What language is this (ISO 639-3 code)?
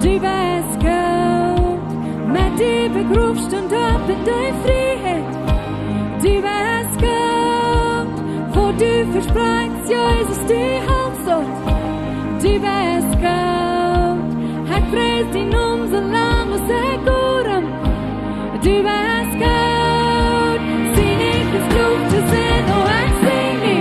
pdt